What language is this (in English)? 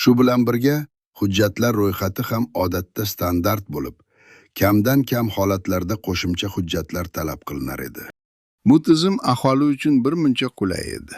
Uzbek